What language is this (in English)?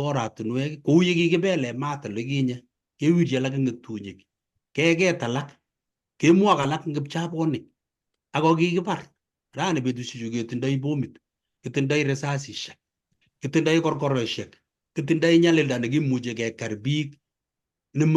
Kalenjin